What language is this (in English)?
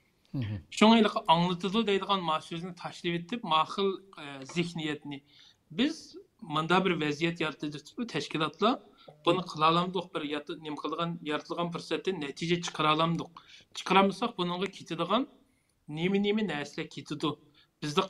Uyghur